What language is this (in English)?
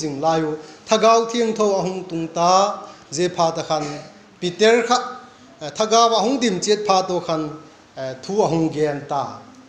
Vaiphei